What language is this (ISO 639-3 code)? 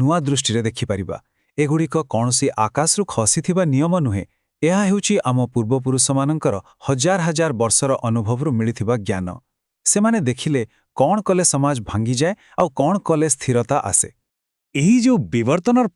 ori